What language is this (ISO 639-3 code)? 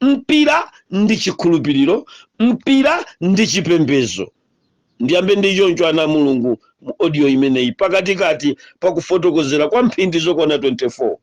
nya